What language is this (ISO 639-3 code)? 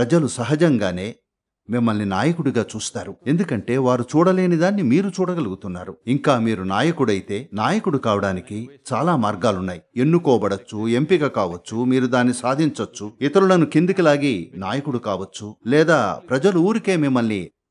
tel